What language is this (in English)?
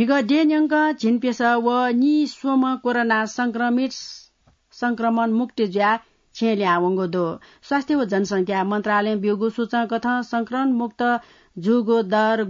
Newari